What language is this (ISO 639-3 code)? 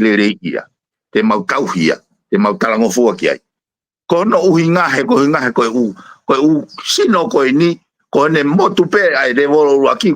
ton